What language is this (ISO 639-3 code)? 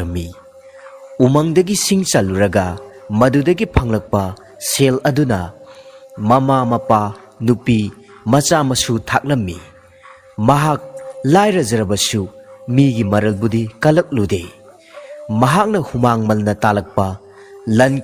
mni